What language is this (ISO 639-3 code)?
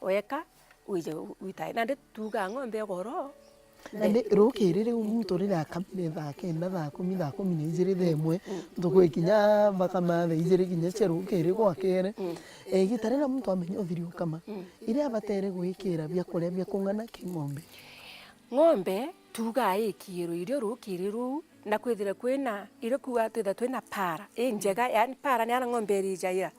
mer